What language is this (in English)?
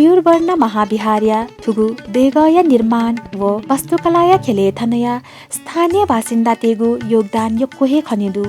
Newari